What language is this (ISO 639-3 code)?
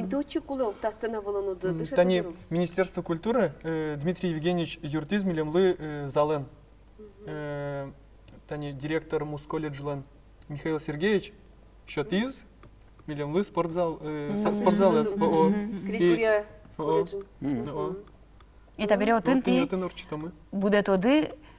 udm